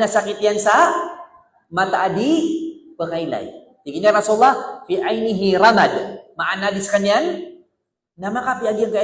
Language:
Maranao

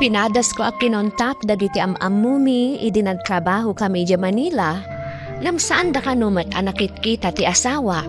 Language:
Iloko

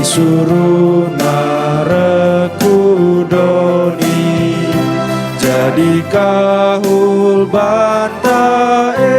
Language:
Batak Karo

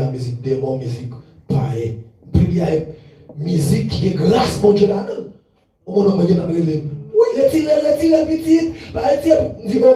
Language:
Haitian Creole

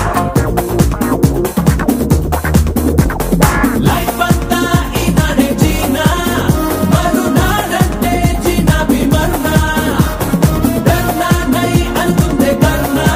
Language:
Telugu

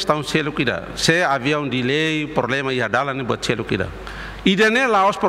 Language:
Tetum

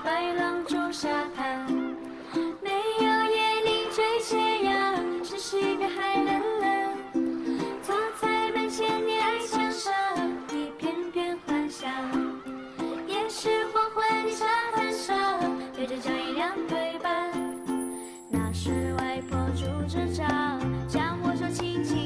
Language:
Chinese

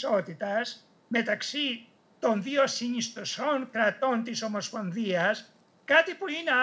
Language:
Greek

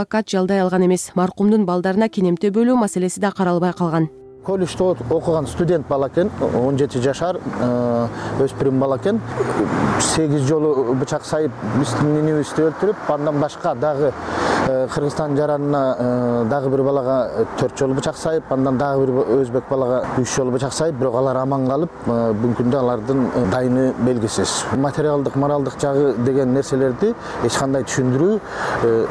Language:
Kyrgyz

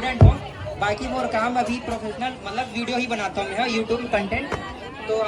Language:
Chhattisgarhi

